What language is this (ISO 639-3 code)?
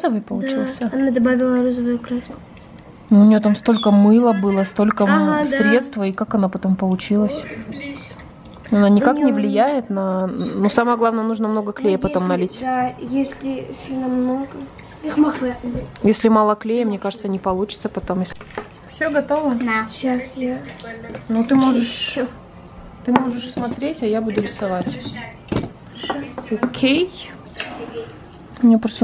rus